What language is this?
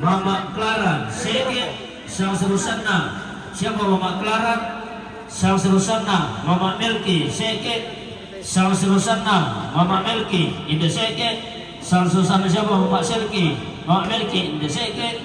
Toraja-Sa'dan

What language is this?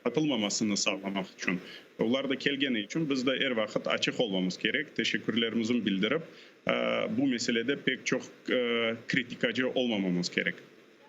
Crimean Tatar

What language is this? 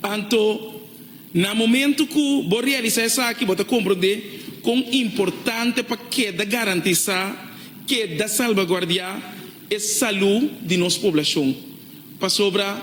Papiamento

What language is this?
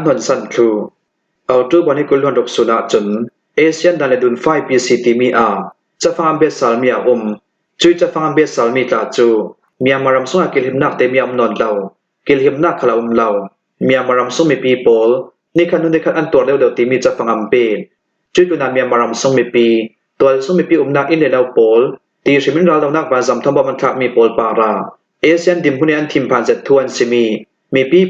Falam Chin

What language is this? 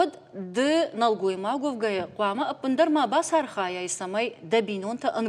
Ossetic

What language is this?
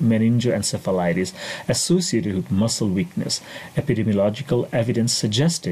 English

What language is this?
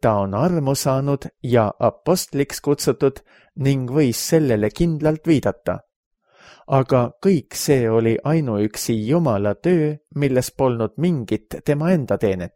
Estonian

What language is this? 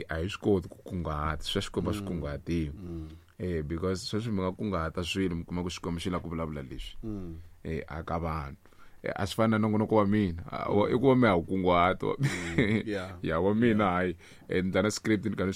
Tsonga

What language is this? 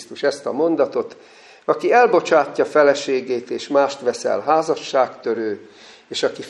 Hungarian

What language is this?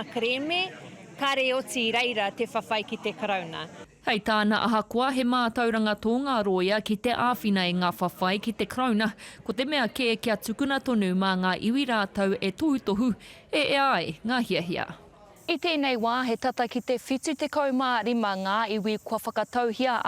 Māori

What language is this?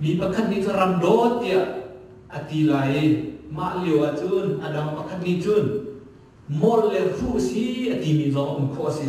Hakha Chin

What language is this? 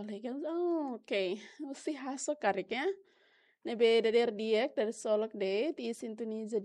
Tetum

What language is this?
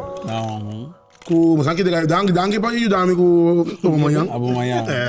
Papiamento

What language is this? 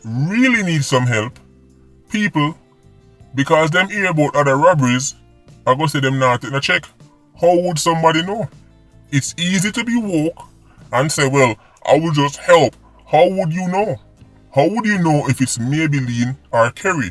Jamaican Creole English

